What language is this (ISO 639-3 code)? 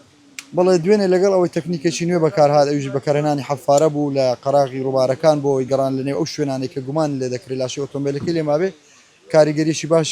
ckb